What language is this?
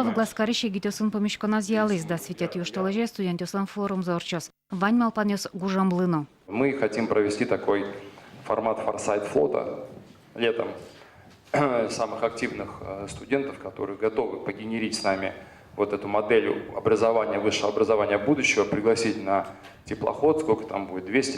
Udmurt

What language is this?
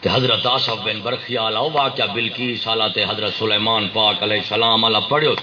Saraiki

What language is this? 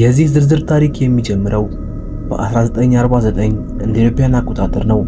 Amharic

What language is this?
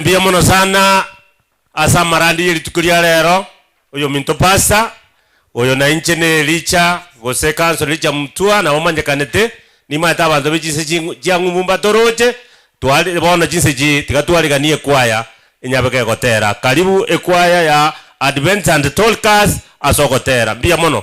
Gusii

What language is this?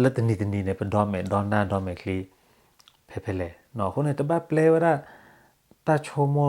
S'gaw Karen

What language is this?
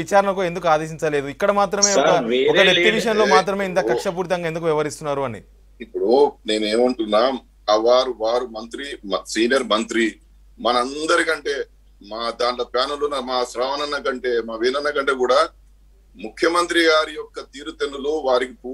Telugu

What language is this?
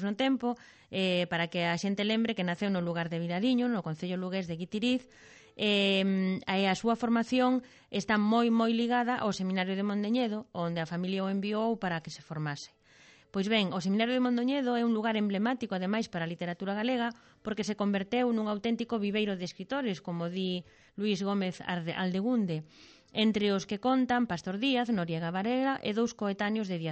Galician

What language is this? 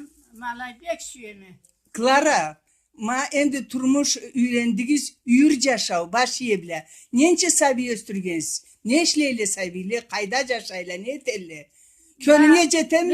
Karachay-Balkar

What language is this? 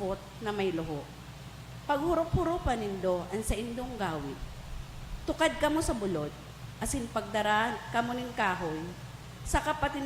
Bikol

